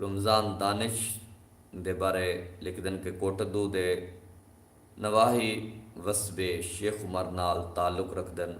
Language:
Saraiki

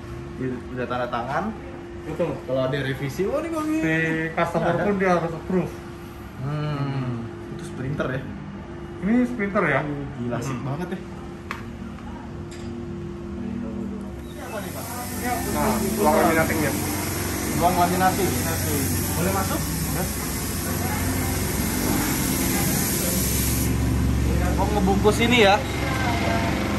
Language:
Indonesian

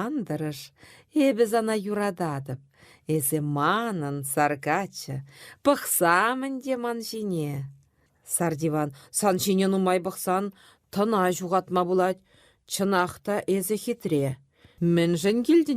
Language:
Chuvash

